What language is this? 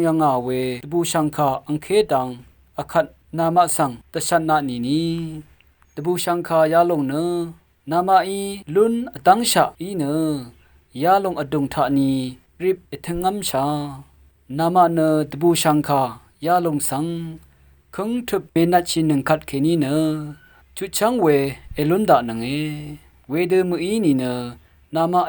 Rawang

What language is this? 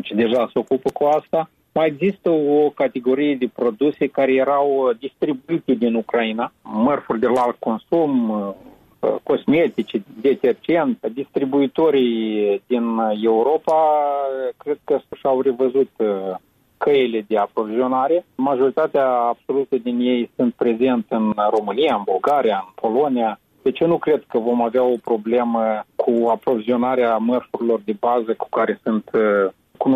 Romanian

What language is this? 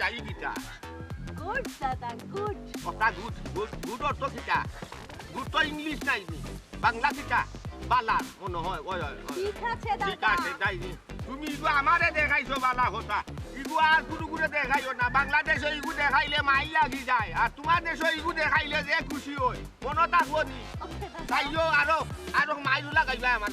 Sylheti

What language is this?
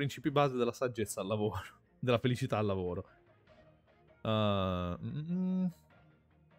Italian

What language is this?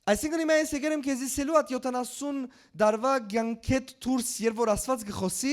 Western Armenian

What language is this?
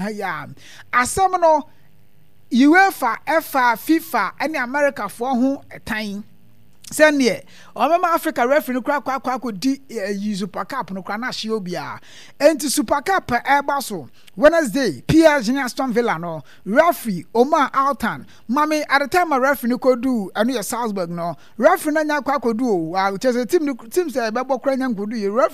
Akan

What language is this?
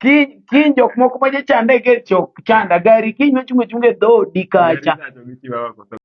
Luo (Kenya and Tanzania)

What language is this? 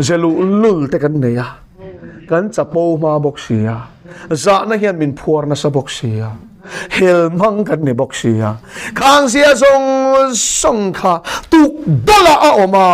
Mizo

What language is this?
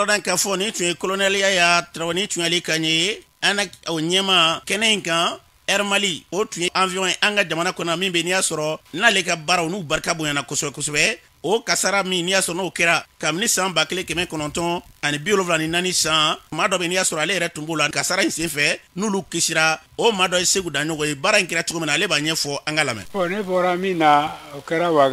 Bambara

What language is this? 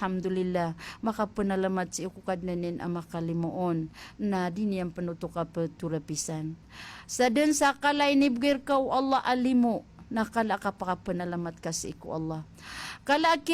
Maranao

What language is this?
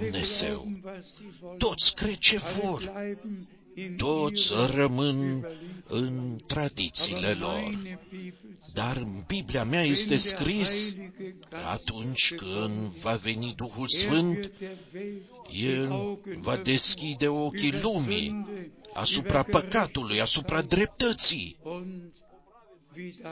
Romanian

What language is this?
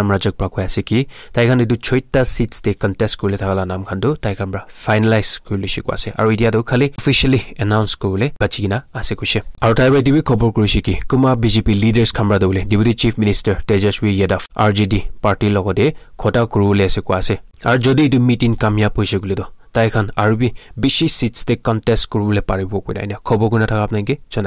Naga Pidgin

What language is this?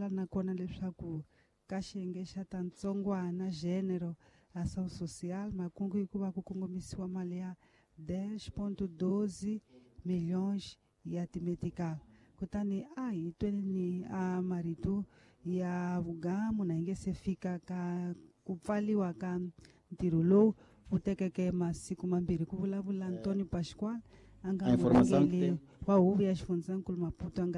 Tsonga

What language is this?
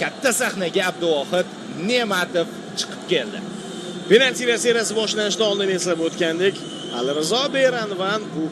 Uzbek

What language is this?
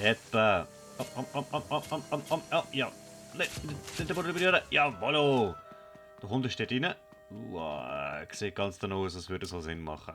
Swiss German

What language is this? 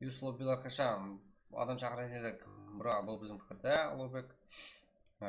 Kara-Kalpak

